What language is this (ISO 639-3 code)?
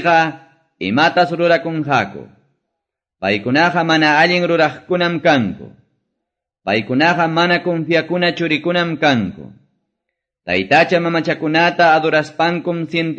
que